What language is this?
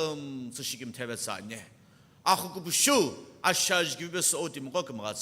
Sumi Naga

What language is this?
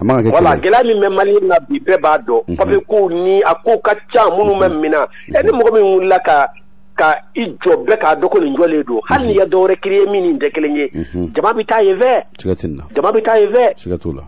Bambara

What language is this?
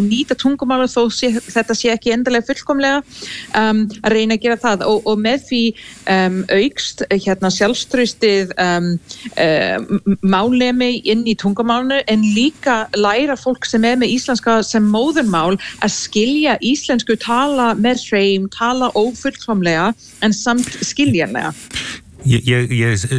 Icelandic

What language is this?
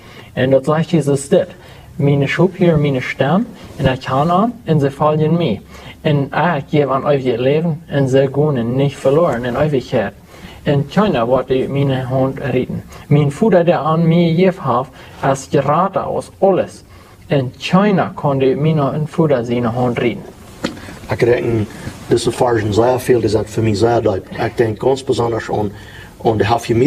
Plautdietsch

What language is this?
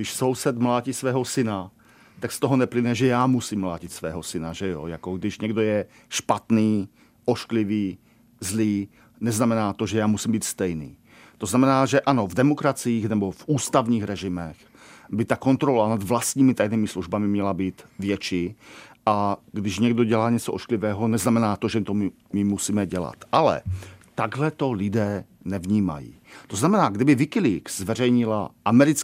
Czech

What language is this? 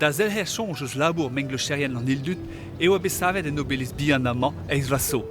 Breton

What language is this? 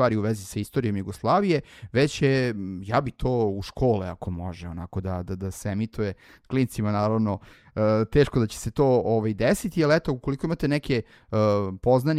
Serbian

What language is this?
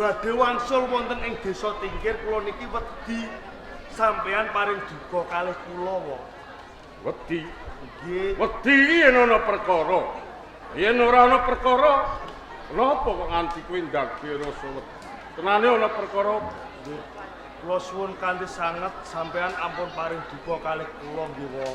Javanese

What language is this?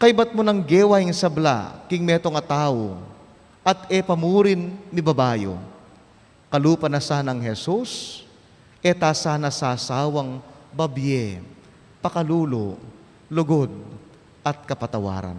Pampanga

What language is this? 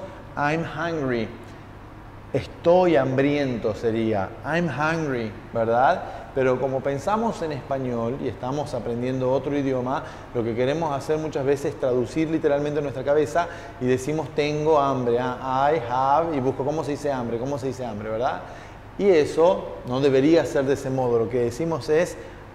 Spanish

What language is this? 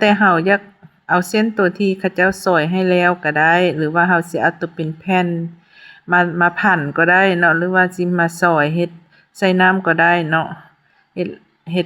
Lao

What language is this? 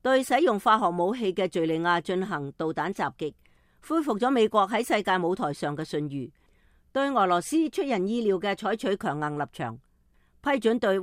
Cantonese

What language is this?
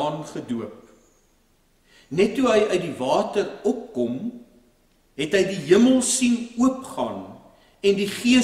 Afrikaans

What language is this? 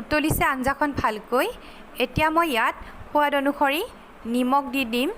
Assamese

